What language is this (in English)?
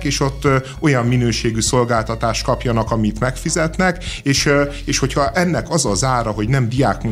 Hungarian